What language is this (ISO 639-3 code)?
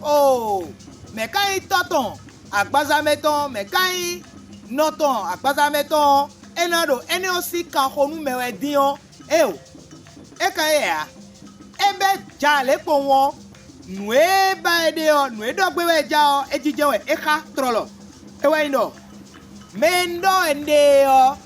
fon